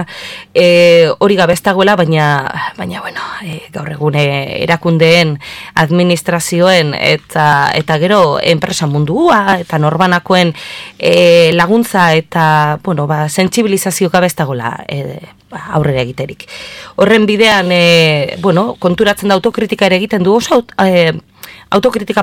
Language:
Basque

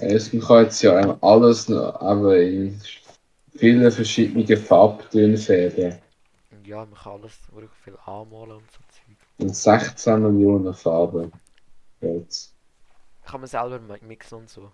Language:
Swiss German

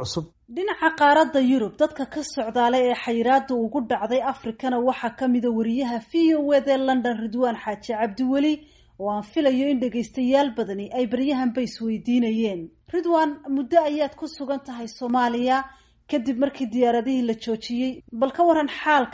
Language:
Somali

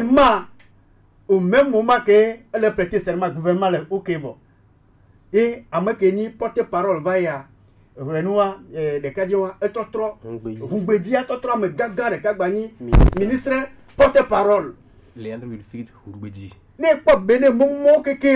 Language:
Gen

